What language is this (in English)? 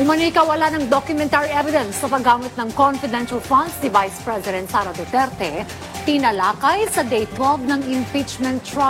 Filipino